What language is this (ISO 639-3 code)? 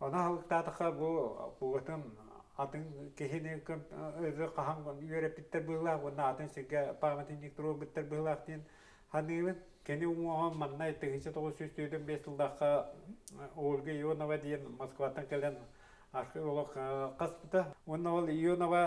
sah